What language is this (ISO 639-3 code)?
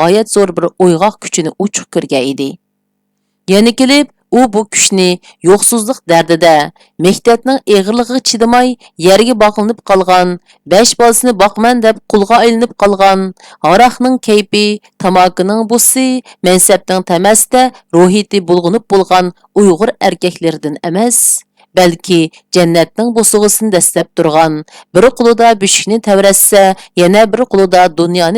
uig